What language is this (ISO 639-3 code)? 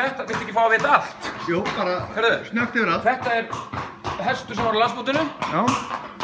isl